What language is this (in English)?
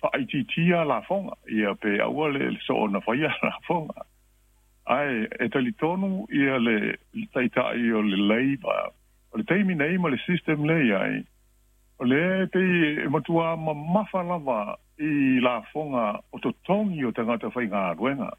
Samoan